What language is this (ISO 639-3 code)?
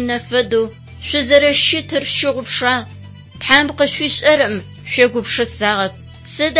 ady